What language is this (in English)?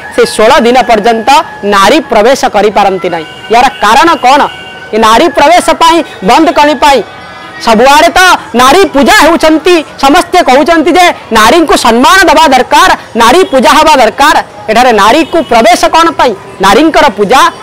Odia